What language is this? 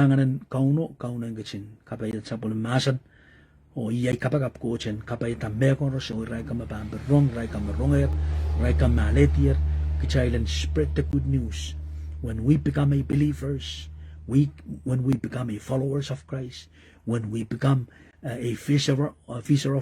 Pohnpeian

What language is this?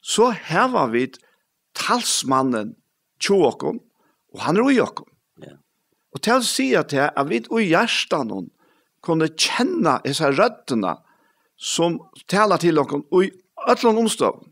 Faroese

